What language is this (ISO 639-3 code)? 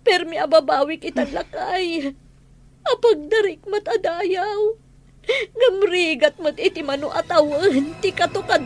ilo